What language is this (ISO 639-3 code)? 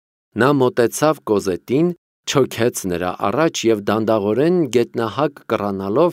hye